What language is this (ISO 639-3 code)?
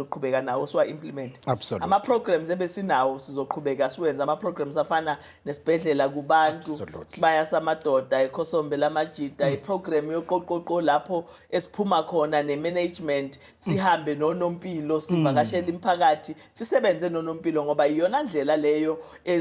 zul